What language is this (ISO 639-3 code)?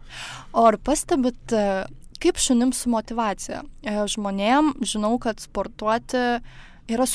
lit